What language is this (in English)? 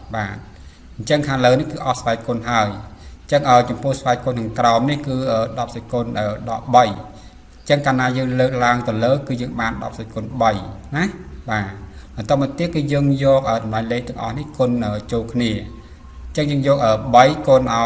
Khmer